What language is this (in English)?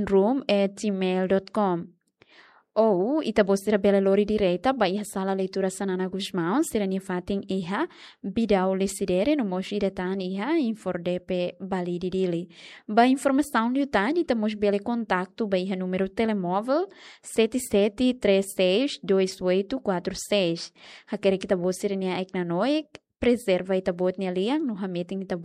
Tetum